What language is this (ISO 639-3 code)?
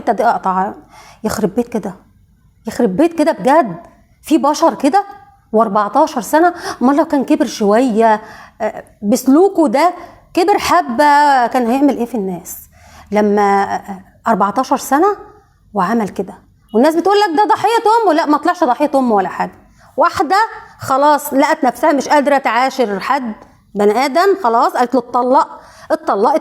arz